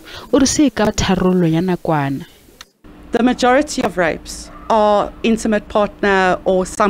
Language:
Northern Sotho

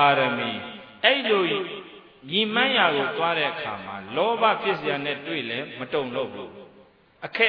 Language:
Burmese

